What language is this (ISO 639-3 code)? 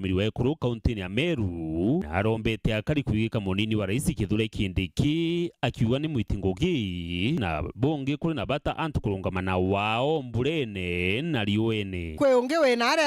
mer